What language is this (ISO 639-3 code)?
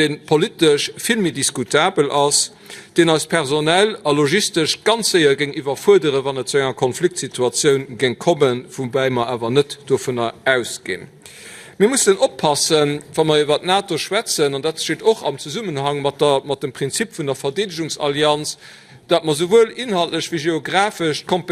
ltz